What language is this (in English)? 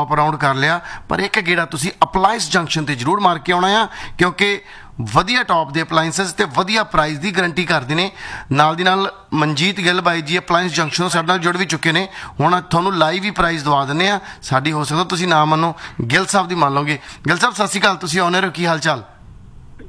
Punjabi